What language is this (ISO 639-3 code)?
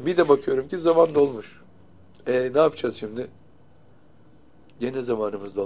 tur